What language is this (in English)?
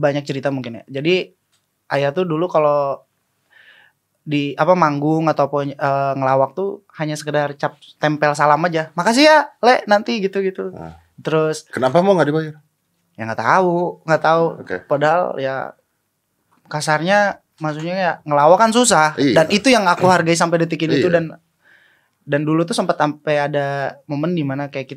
Indonesian